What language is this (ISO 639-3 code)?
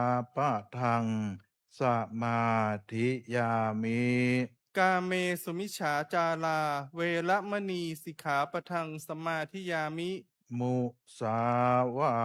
pli